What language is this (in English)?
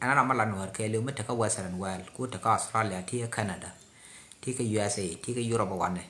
Nuer